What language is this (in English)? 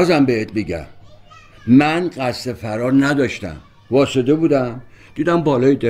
Persian